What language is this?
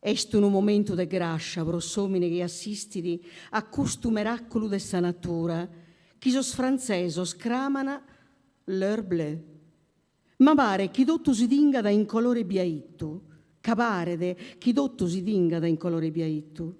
Sardinian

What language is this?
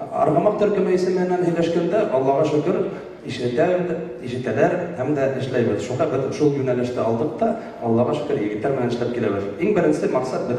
Bashkir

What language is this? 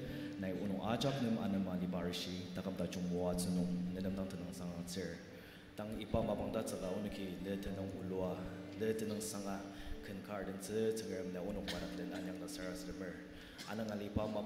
Ao Naga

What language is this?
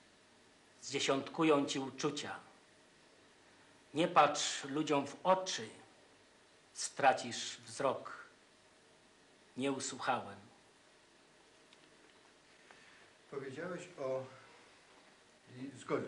Polish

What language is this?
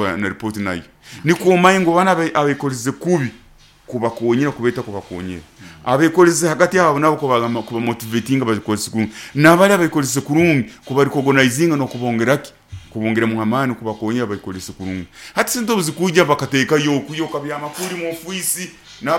Nyoro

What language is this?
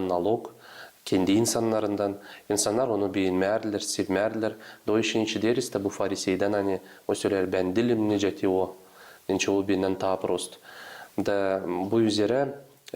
Gagauz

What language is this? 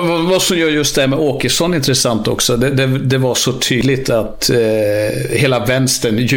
Swedish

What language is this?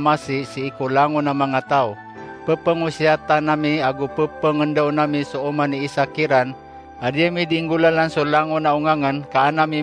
Maranao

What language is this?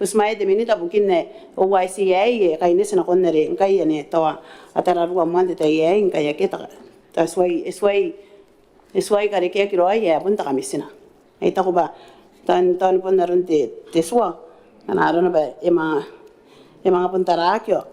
Gilbertese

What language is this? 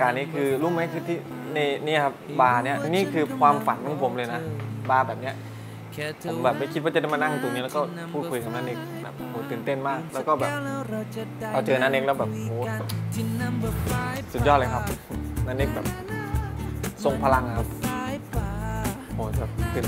Thai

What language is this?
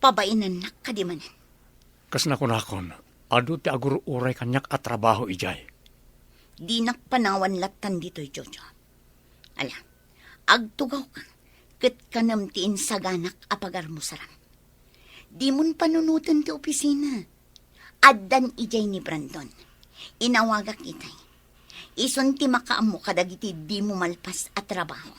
Iloko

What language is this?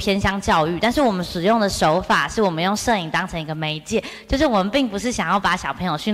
Chinese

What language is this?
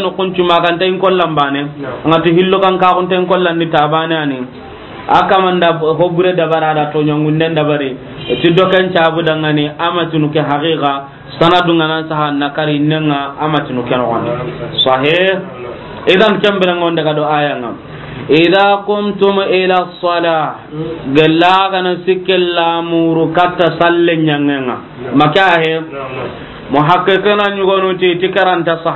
Soninke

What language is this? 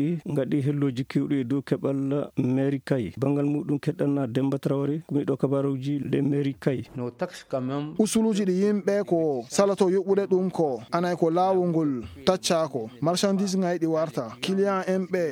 Fula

